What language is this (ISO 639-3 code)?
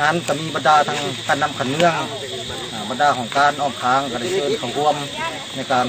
lao